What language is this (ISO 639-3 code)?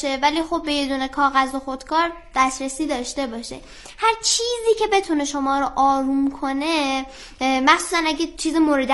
fas